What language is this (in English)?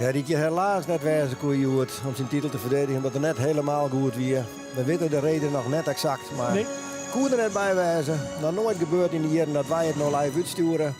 Western Frisian